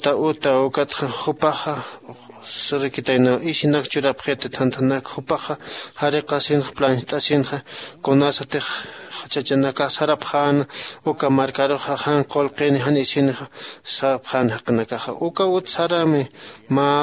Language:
Aymara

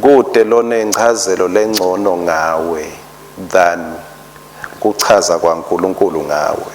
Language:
Swati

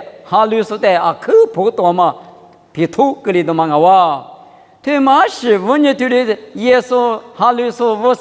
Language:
Lisu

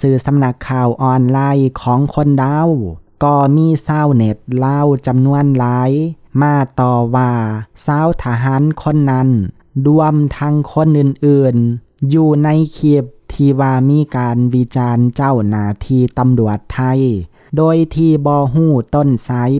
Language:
Lao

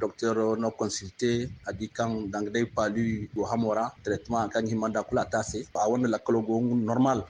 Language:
Zarma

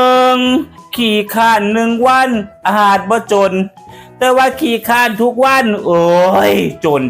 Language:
Northeastern Thai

